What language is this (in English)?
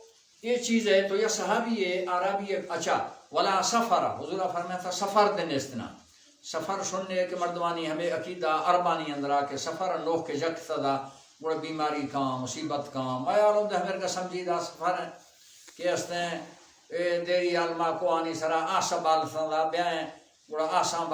Baluchi